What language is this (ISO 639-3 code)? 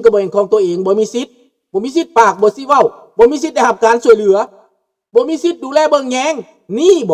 lao